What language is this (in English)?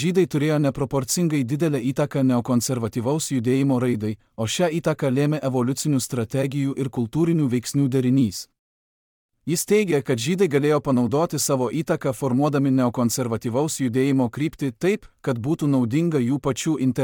Lithuanian